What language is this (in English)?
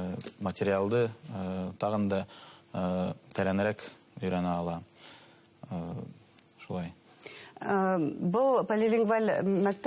Bashkir